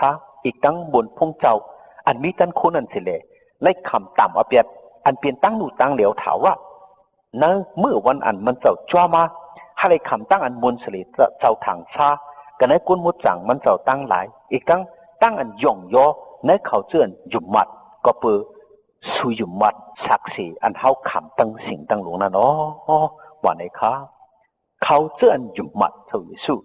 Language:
Shan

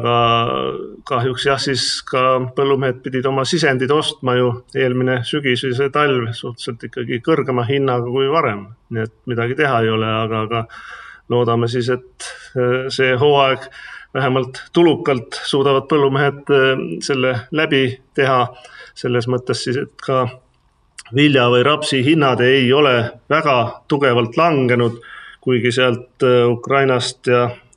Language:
Estonian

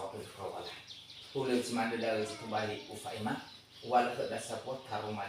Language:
Nias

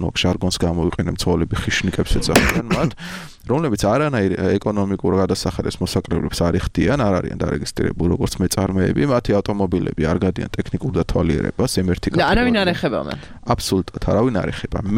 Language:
Georgian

